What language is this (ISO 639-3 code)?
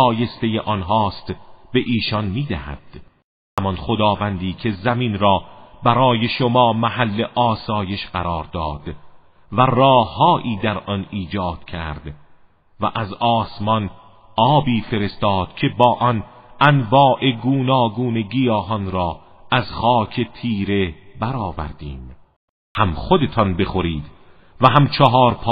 fas